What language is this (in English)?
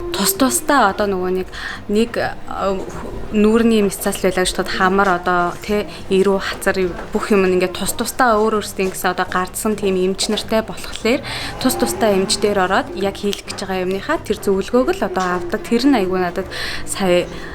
Mongolian